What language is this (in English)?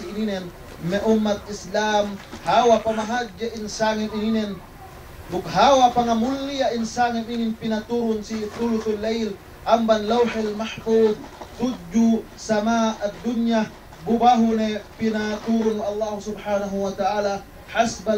Yakan